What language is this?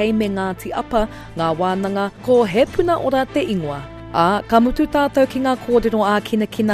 Māori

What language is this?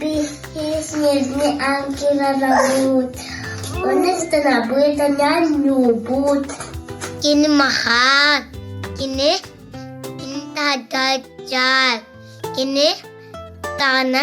Yakut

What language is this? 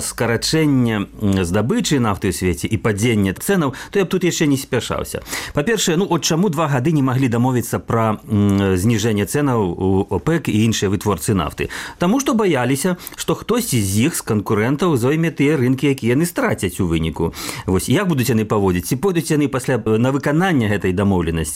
Belarusian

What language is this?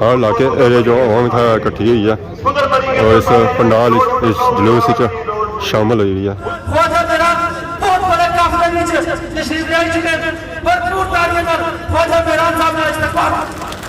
Pahari-Potwari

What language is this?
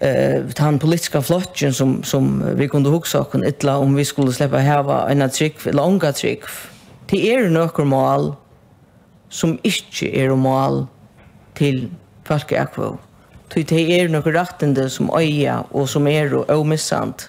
Faroese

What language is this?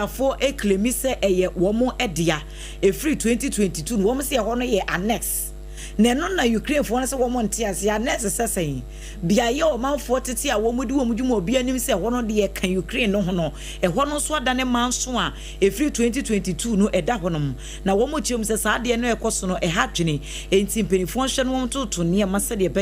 Akan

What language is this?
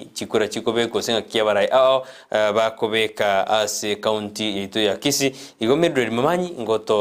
Gusii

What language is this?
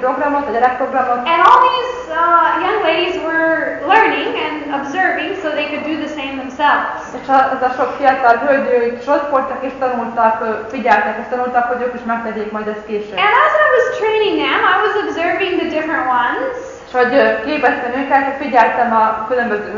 Hungarian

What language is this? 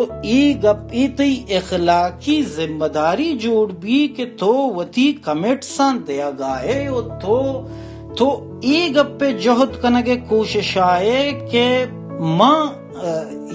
Baluchi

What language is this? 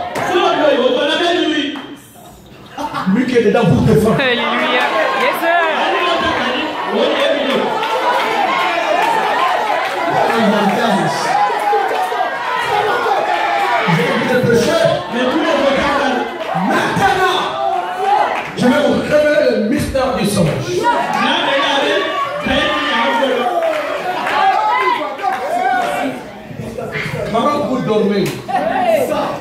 French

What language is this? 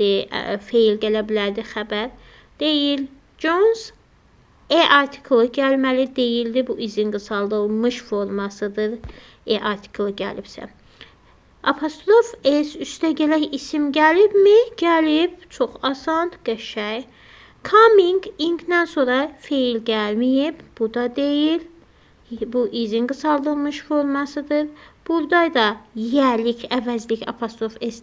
Azerbaijani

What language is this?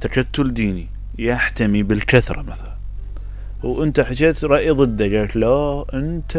Mesopotamian Arabic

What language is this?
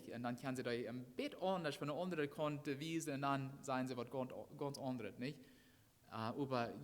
Plautdietsch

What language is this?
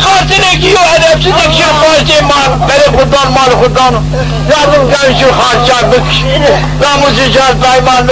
Zaza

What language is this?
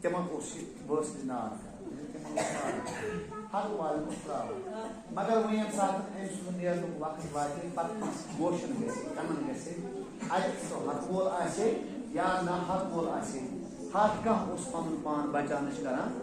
Kashmiri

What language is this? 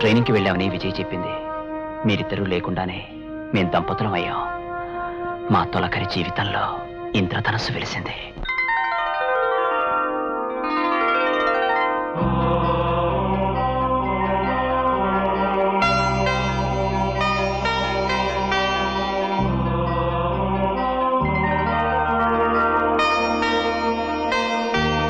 Telugu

